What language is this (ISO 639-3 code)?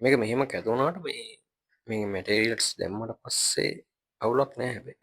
sin